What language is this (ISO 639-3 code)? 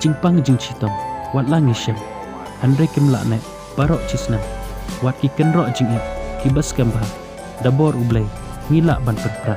kha